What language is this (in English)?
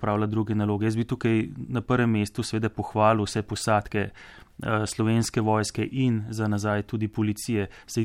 Slovenian